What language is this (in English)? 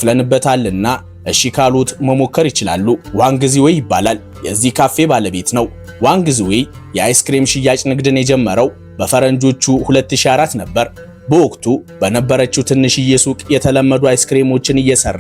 Amharic